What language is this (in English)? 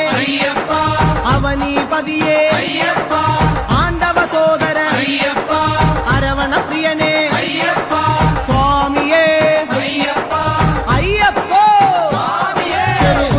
Malayalam